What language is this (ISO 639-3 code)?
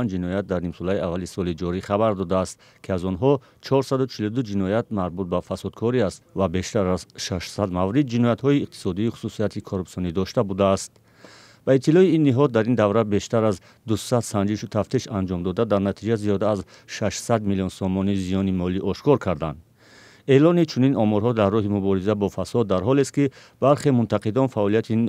tgk